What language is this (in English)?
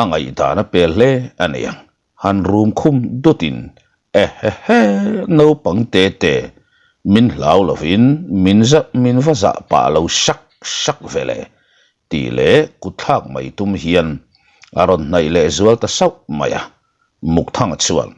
Mizo